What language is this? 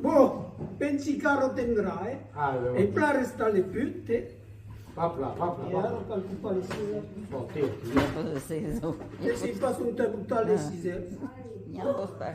Occitan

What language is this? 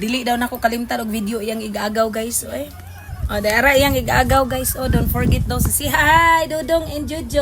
Cebuano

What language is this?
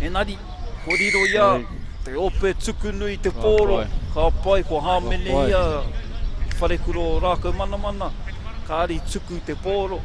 Māori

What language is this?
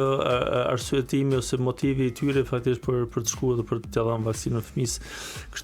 Albanian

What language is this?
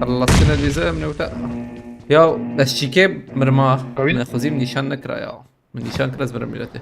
Kurdish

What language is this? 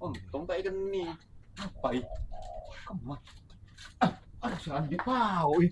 Madurese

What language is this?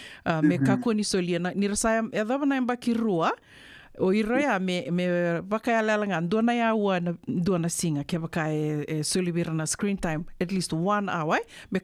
Fijian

